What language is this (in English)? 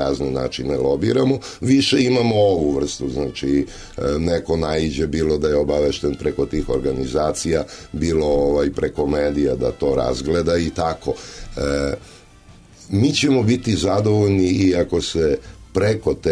Serbian